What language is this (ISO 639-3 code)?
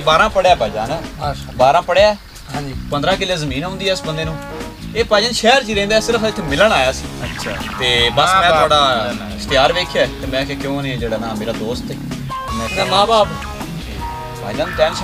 pan